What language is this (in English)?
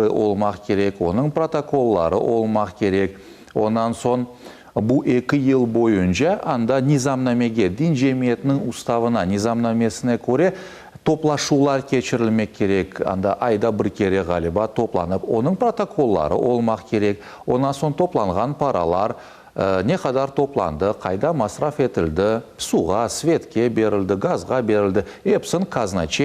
Crimean Tatar